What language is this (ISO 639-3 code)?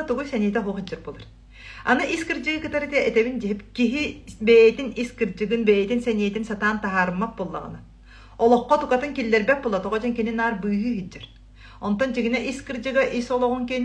sah